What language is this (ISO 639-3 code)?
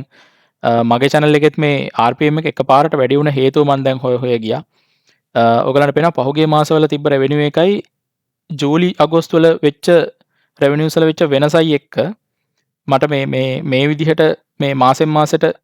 sin